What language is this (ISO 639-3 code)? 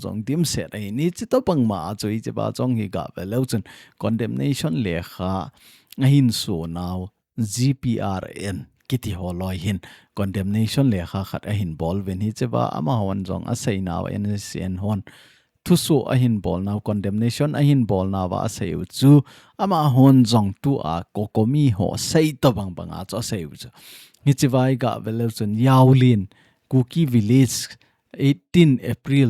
tcz